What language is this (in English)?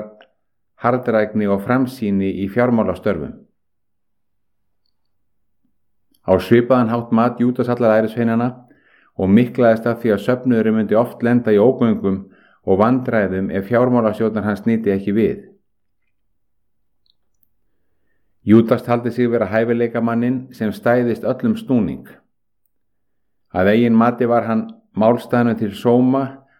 Icelandic